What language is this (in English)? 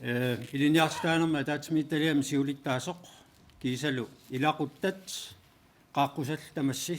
Kalaallisut